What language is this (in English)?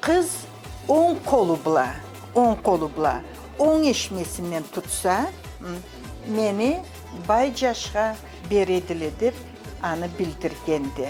Karachay-Balkar